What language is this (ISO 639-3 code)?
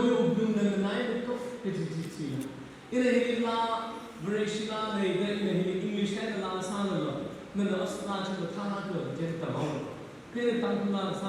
nmf